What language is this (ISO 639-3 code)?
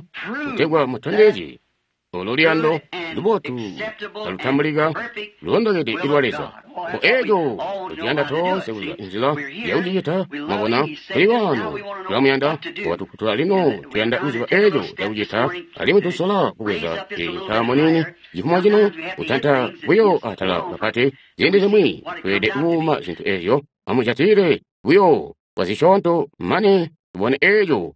toi